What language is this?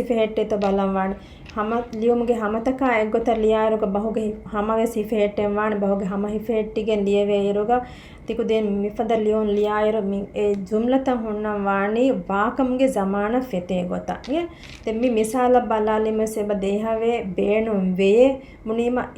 Divehi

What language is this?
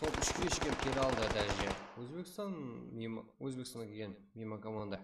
Kara-Kalpak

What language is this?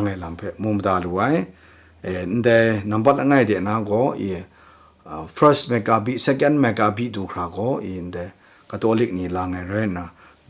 Kachin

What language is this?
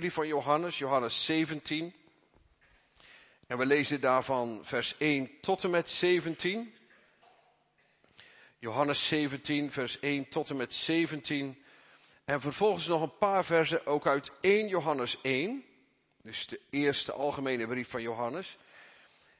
Dutch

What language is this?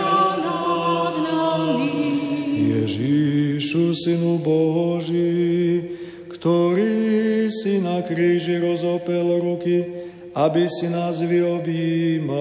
Slovak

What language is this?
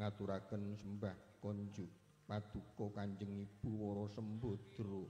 Javanese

